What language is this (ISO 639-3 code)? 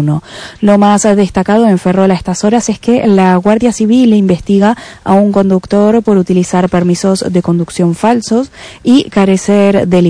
spa